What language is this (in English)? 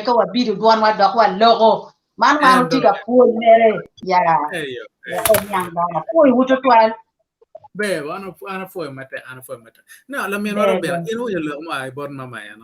Acoli